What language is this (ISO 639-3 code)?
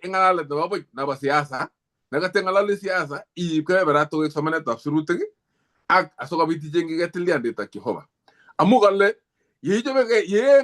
kln